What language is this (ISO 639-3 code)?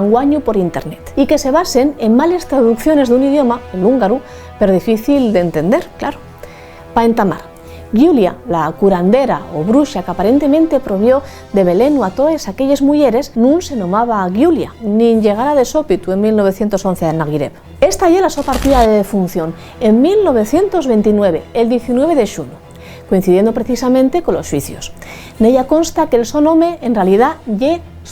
ast